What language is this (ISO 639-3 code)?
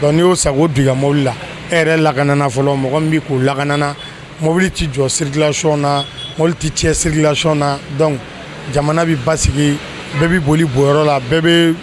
bam